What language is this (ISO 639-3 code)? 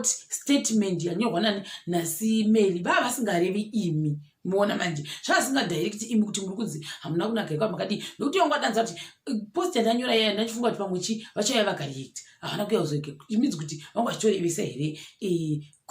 sna